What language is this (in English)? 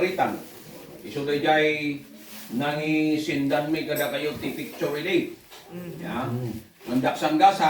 Iloko